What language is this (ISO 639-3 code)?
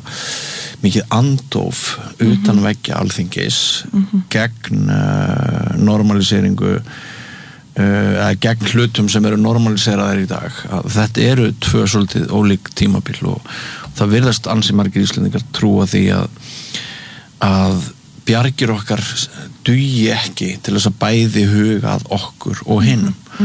isl